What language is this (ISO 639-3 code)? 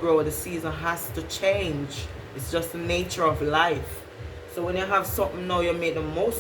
jam